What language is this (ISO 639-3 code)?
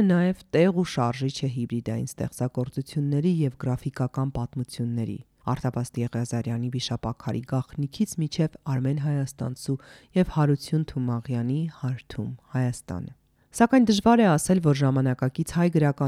hye